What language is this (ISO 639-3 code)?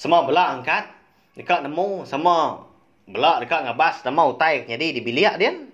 iba